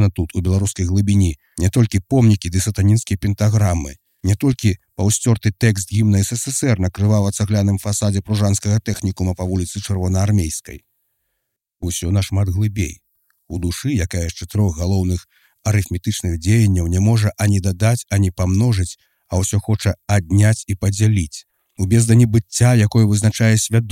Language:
Belarusian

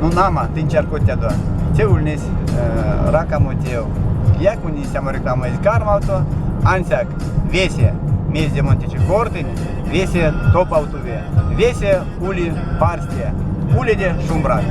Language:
Erzya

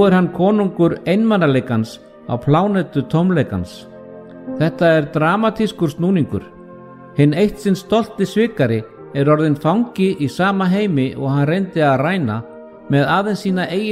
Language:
Icelandic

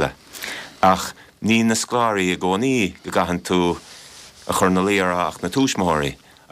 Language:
Irish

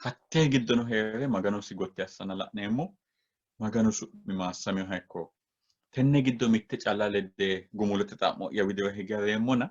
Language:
Sidamo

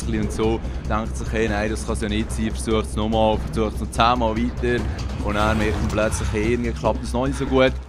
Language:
Swiss German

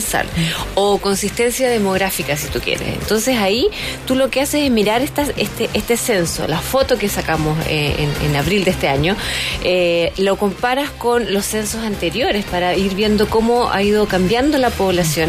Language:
Spanish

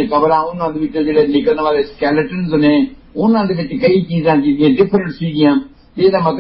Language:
Punjabi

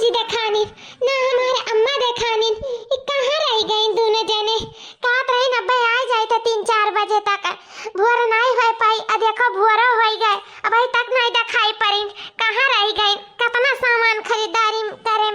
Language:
Awadhi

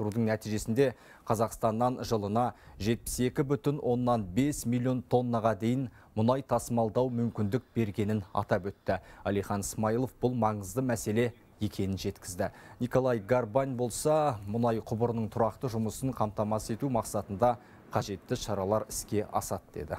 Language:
Kazakh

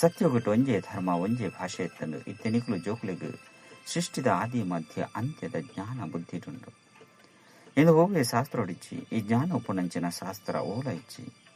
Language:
Tulu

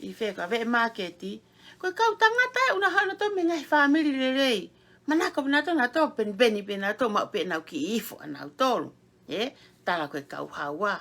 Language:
Tongan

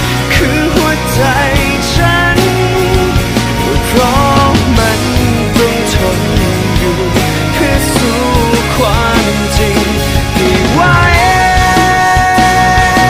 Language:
Thai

